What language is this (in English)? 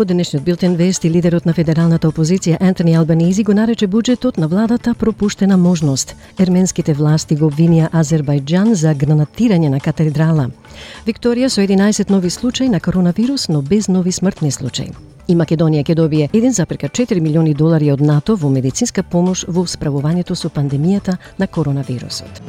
Macedonian